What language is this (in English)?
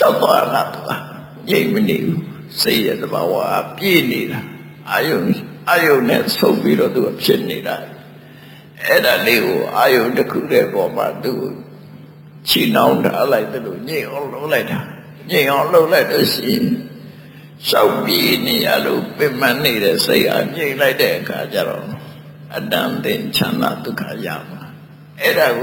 Burmese